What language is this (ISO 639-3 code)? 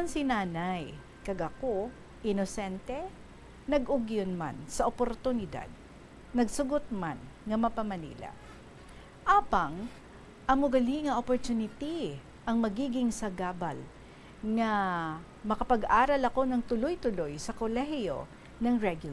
hil